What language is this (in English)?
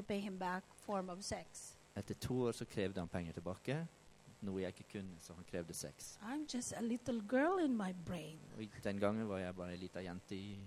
Norwegian